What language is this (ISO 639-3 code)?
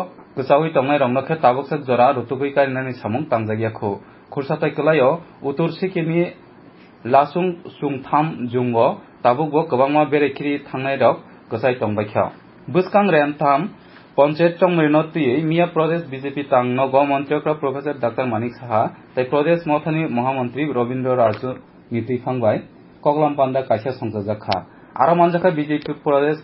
trp